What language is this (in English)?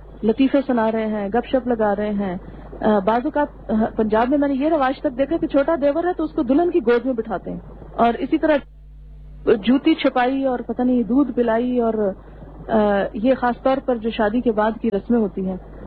Urdu